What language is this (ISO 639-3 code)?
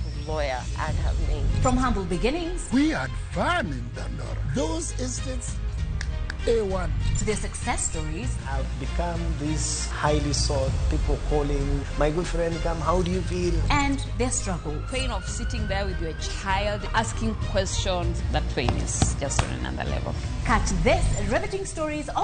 luo